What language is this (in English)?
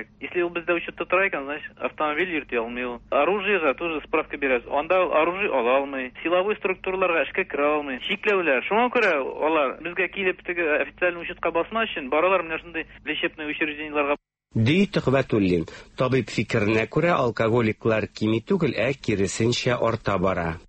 Tatar